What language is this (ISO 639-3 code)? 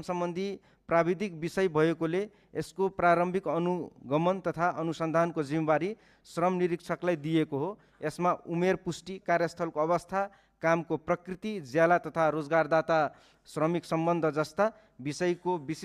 nep